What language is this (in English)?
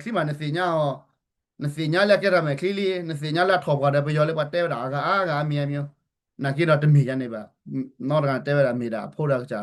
S'gaw Karen